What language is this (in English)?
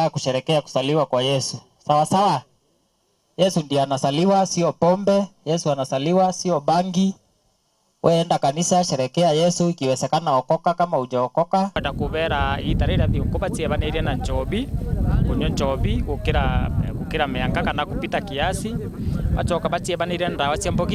Meru